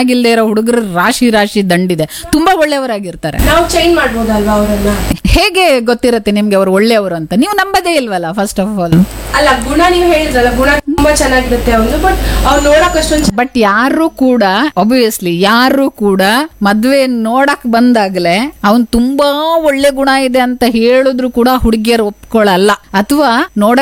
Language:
Kannada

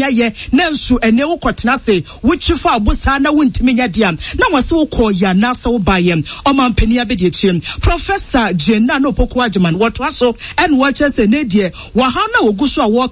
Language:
Akan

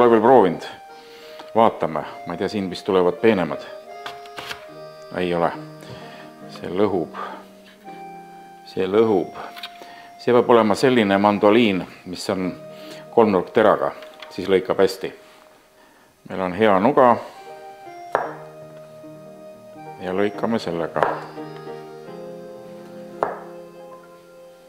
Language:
Estonian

